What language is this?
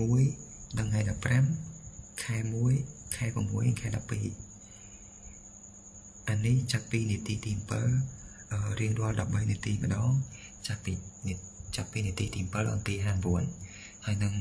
Khmer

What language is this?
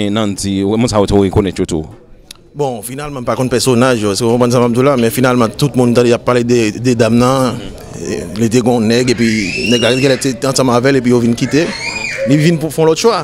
Haitian Creole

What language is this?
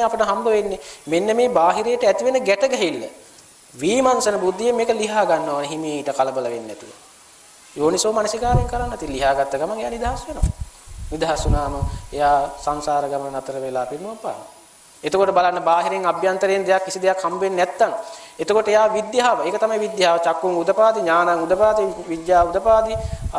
Sinhala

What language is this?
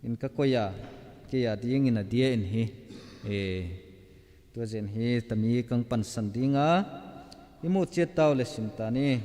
Tedim Chin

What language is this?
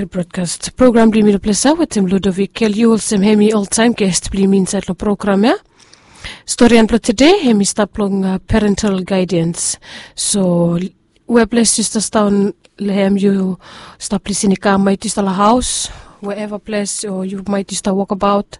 Bislama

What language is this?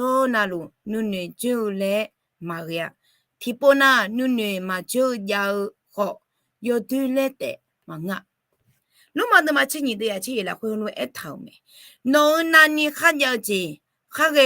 Akha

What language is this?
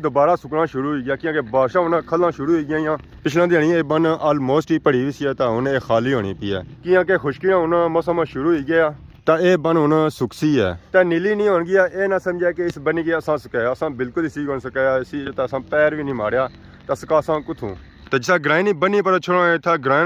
Pahari-Potwari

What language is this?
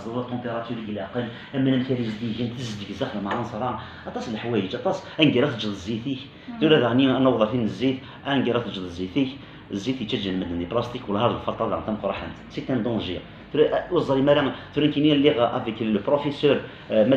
Kabyle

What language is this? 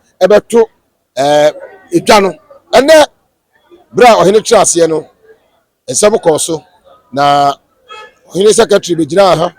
Akan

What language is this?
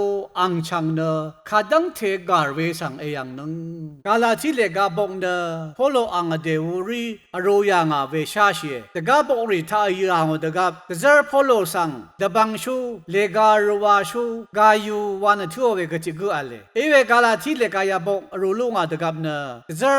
Rawang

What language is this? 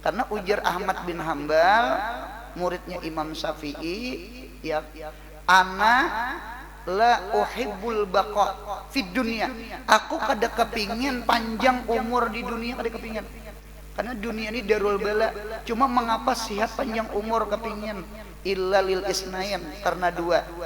Banjar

